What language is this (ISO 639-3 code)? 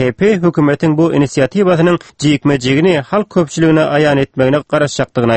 tuk